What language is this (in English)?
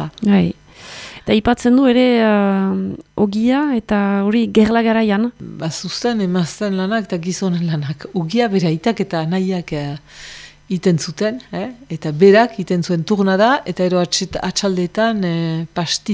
Basque